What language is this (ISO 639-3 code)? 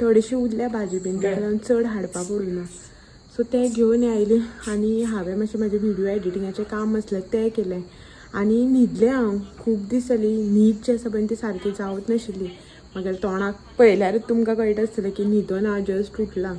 kok